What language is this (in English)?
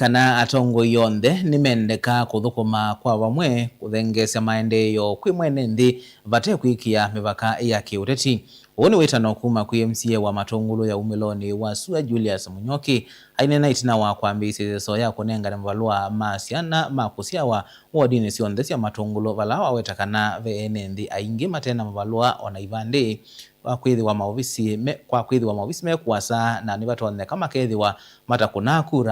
Kamba